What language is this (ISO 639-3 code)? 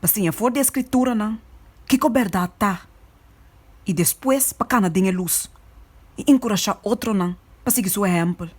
pap